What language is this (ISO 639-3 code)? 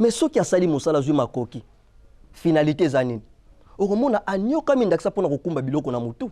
lin